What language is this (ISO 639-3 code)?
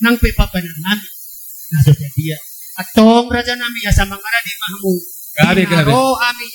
bbc